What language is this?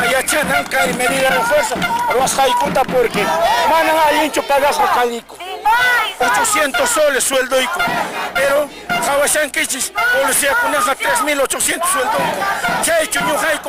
Quechua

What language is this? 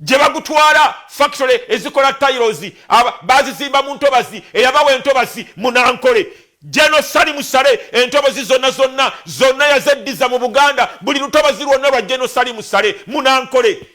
Ganda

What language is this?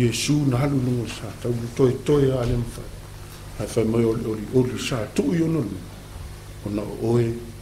Samoan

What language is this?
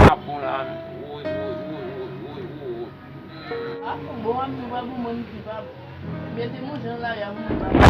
Haitian Creole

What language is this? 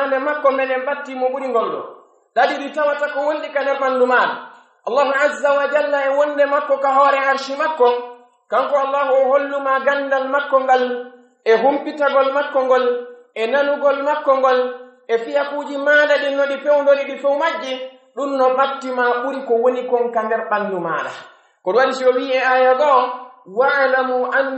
Pular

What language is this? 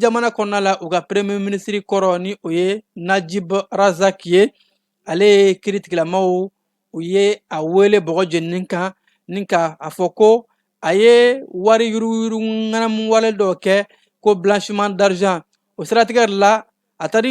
Bambara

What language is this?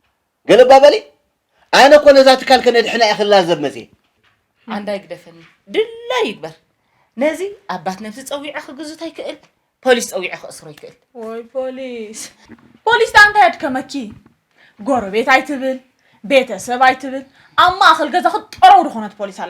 Tigrinya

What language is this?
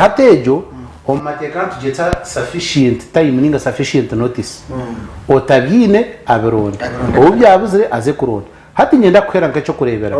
Nyankole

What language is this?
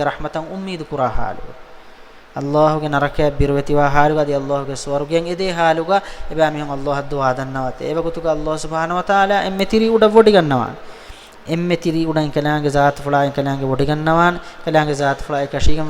Divehi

